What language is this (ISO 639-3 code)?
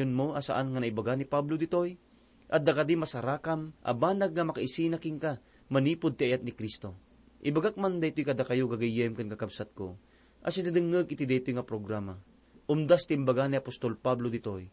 ilo